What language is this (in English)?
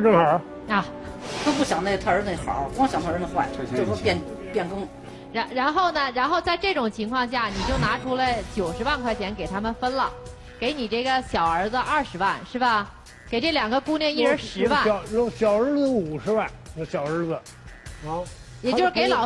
Chinese